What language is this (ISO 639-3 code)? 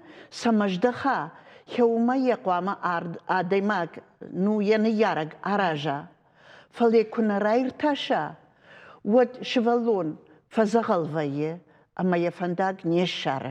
oss